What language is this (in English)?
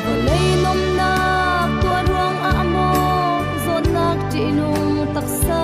Falam Chin